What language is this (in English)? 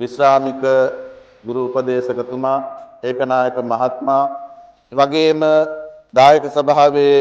Sinhala